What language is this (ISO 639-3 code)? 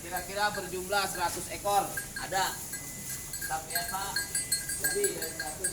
bew